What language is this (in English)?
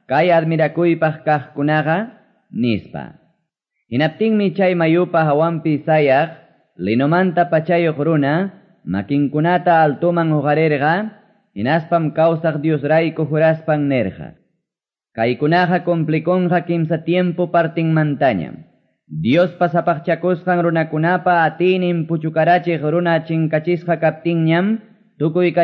Quechua